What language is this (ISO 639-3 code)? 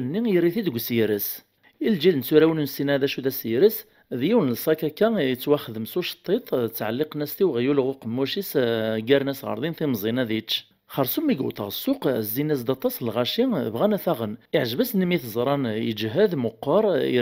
kab